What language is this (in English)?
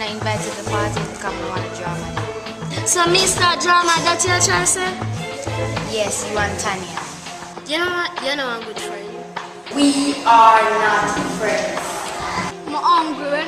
Jamaican Creole English